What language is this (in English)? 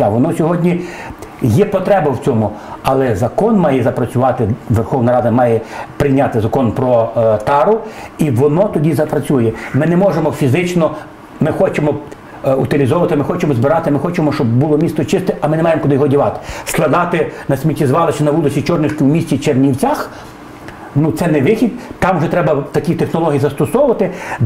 Ukrainian